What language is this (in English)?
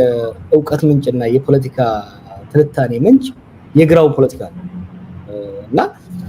Amharic